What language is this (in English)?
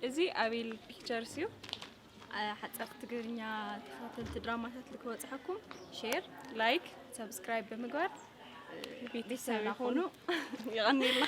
Tigrinya